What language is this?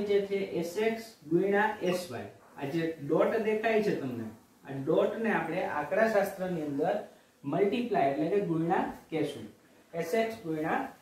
Gujarati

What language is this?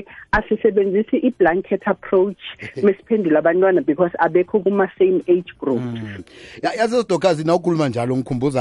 South Ndebele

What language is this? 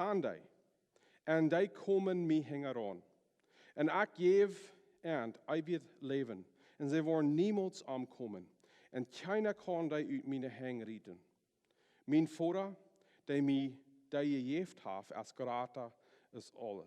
Plautdietsch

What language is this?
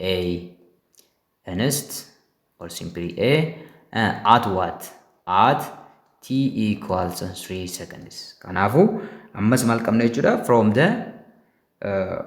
Oromo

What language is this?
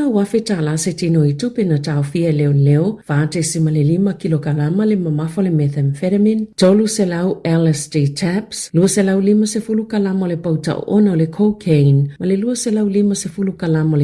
Samoan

